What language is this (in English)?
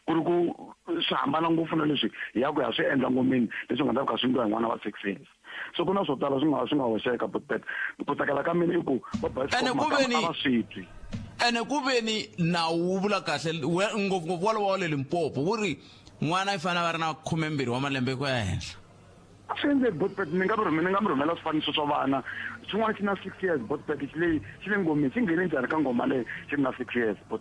Tsonga